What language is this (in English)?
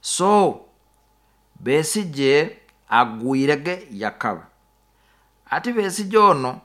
Nyoro